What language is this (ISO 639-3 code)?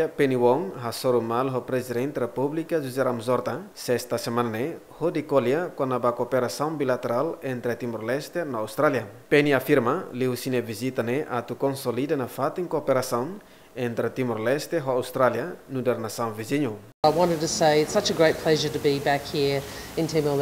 tet